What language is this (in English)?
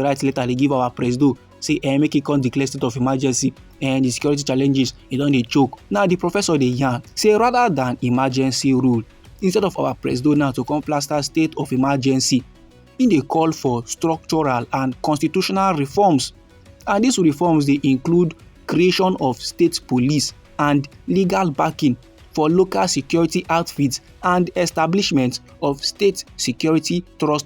Nigerian Pidgin